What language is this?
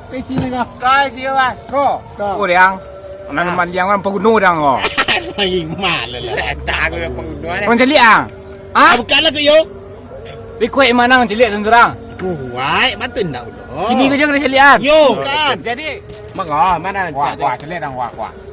Minangkabau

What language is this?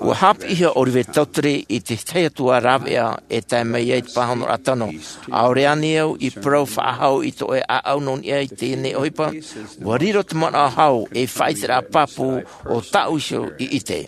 Tahitian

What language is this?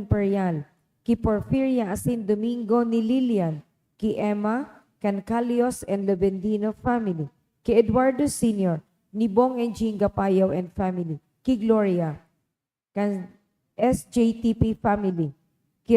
Bikol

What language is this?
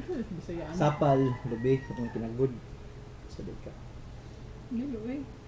Cebuano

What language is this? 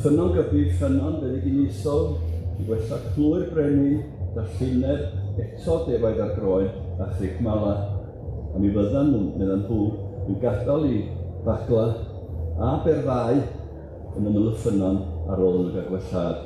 Welsh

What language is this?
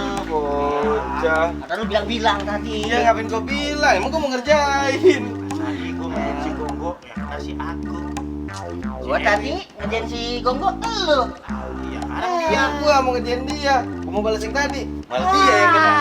Betawi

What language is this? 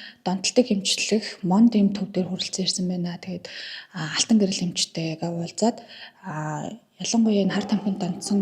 Mongolian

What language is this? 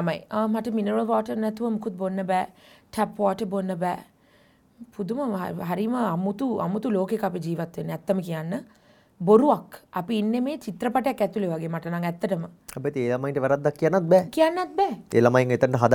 Sinhala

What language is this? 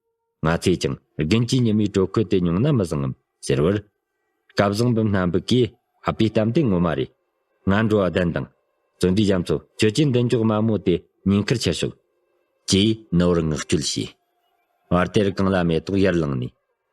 Tibetan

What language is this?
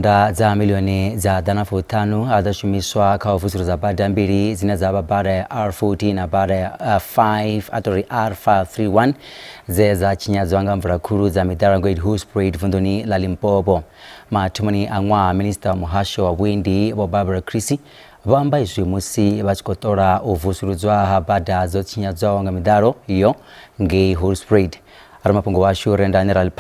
Venda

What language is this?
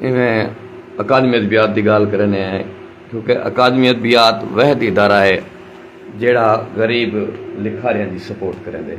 Saraiki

